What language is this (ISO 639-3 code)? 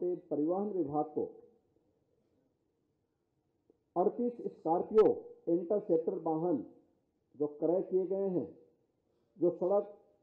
hin